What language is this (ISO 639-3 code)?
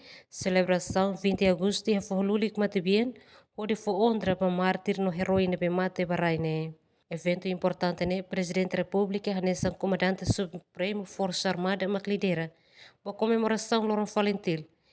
tet